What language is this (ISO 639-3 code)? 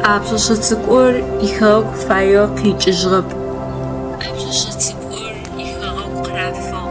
ady